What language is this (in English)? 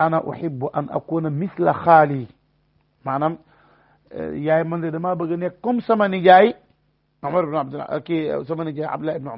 Wolof